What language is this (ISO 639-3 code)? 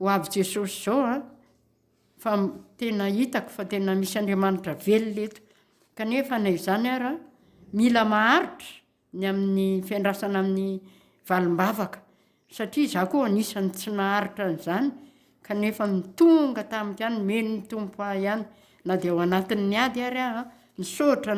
mlg